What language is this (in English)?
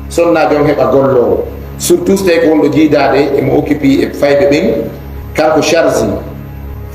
Fula